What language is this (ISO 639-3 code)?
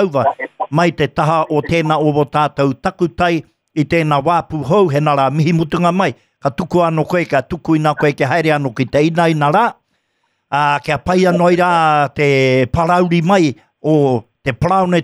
mri